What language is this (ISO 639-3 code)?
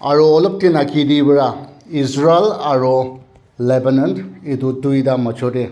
nag